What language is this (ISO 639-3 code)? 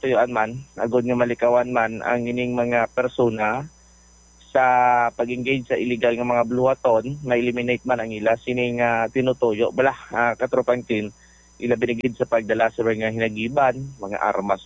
hil